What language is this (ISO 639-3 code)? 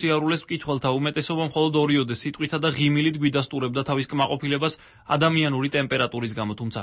kat